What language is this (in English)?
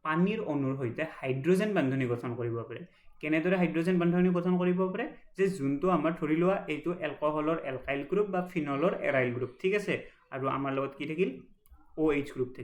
Assamese